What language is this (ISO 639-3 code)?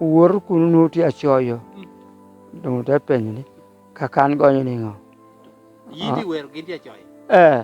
laj